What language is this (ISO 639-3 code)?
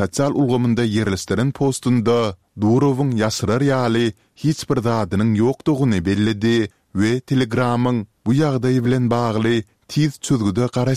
tuk